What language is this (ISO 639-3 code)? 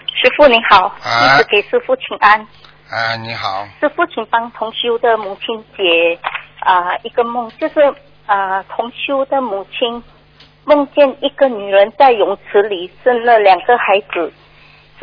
zho